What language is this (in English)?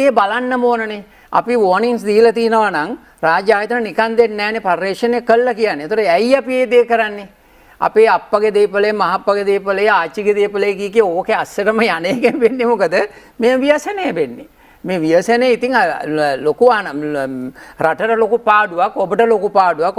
Sinhala